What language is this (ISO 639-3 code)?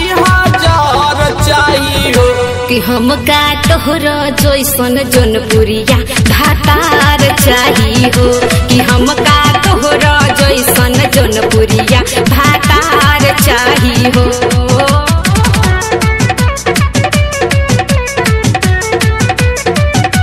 bho